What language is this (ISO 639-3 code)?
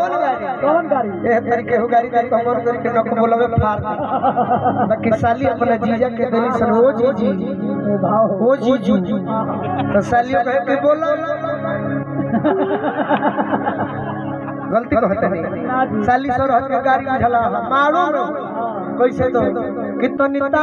bho